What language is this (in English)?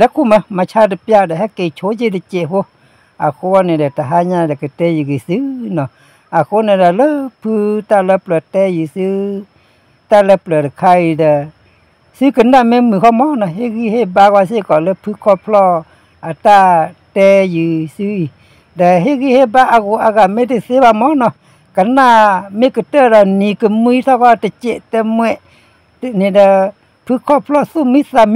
S'gaw Karen